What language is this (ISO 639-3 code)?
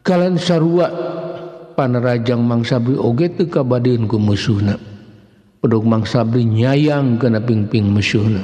sun